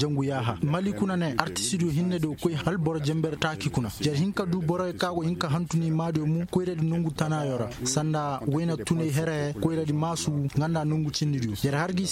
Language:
Koyraboro Senni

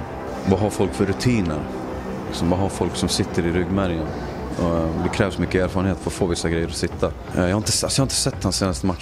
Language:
Swedish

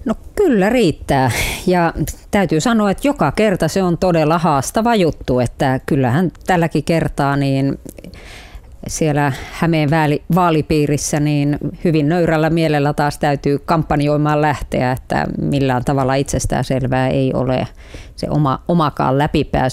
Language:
Finnish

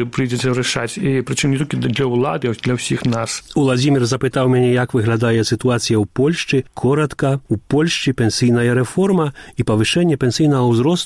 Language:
Belarusian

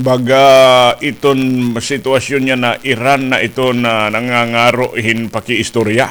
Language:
Waray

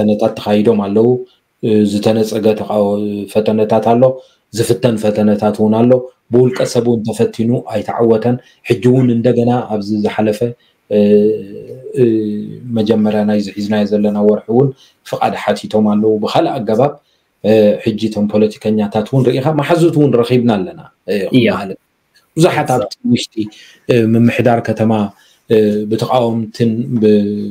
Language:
Tigrinya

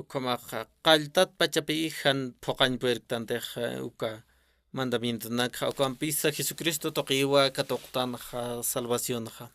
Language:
Aymara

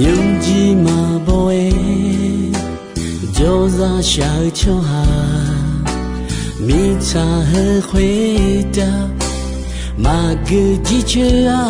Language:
Akha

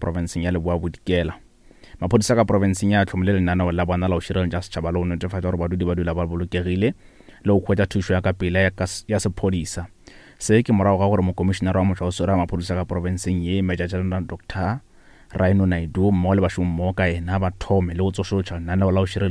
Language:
Northern Sotho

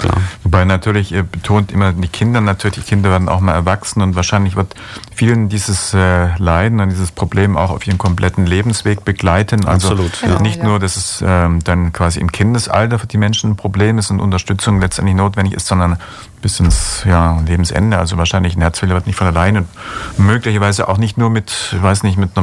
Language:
German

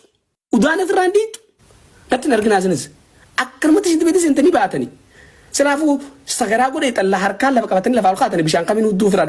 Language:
Oromo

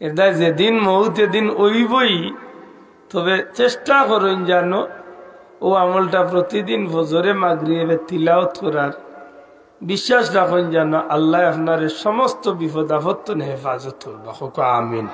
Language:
Sylheti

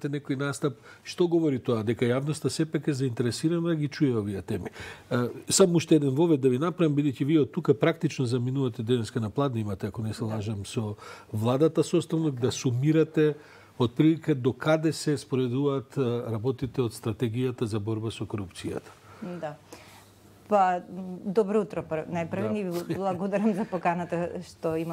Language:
Macedonian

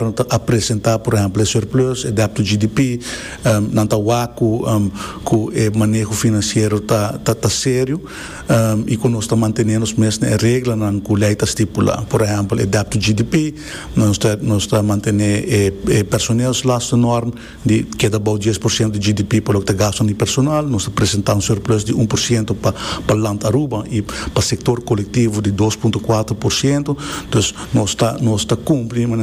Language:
Papiamento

